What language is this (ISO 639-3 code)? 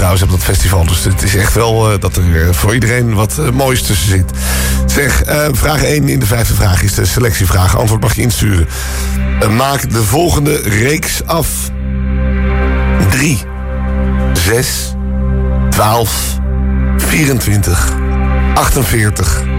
nld